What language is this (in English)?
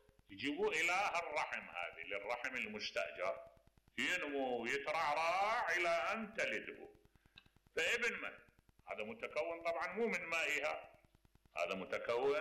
Mesopotamian Arabic